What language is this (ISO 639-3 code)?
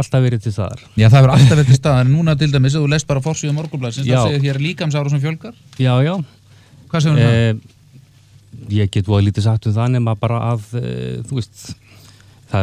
isl